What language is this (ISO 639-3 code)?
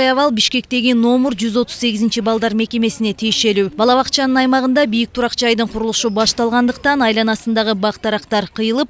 kir